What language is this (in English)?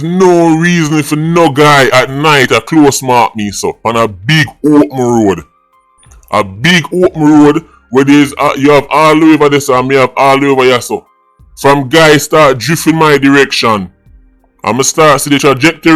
Jamaican Creole English